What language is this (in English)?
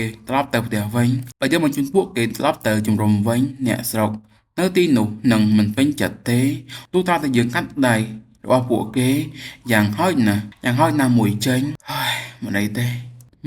Khmer